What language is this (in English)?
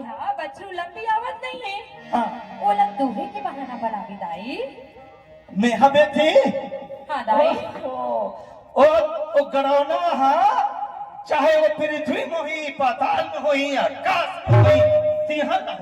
Chhattisgarhi